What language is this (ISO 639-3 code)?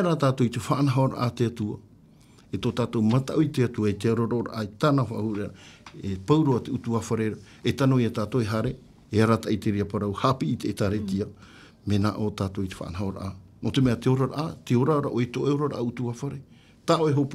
tah